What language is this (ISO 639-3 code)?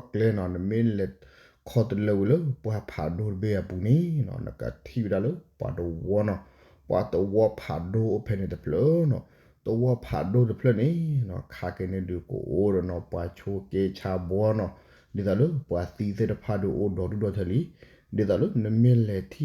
ksw